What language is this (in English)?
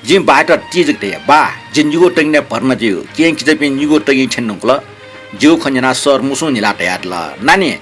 Newari